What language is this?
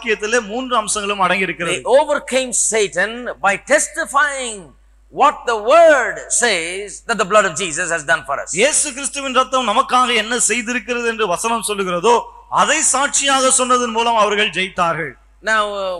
Tamil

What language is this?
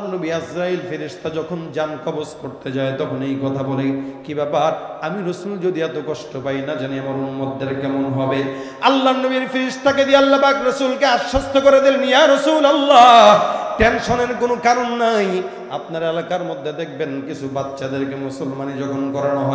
Bangla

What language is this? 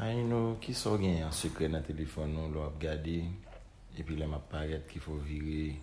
Haitian Creole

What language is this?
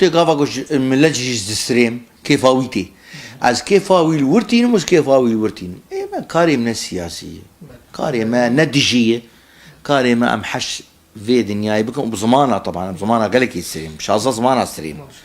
Kurdish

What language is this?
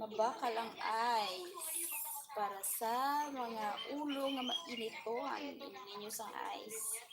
Hiligaynon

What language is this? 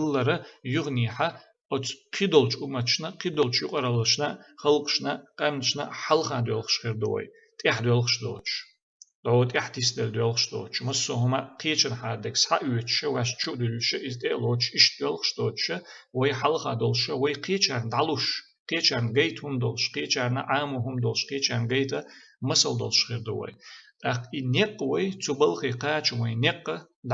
Chechen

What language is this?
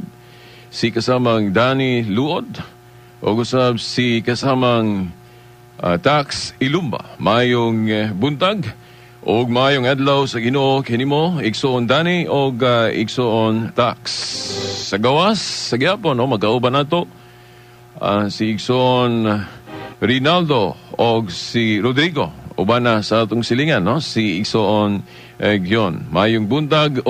Cebuano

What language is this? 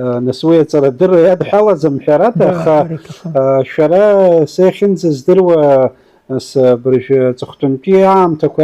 Abkhazian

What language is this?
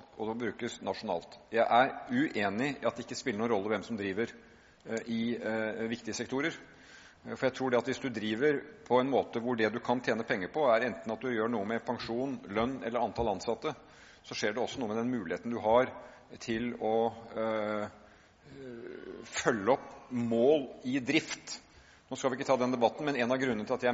Norwegian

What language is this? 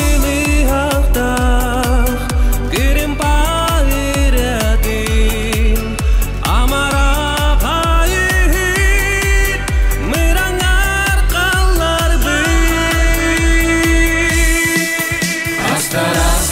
Yakut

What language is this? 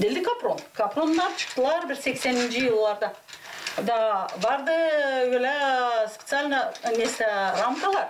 Gagauz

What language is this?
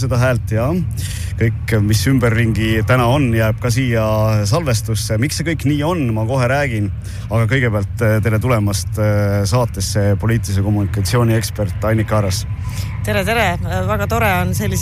Estonian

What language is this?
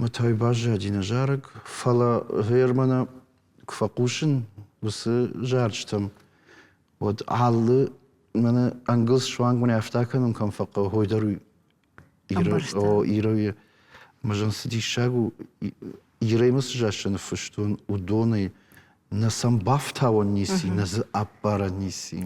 Ossetic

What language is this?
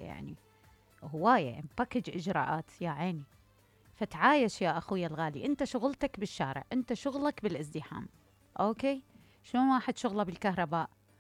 Mesopotamian Arabic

